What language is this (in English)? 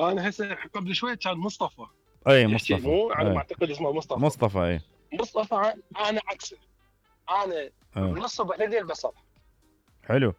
Mesopotamian Arabic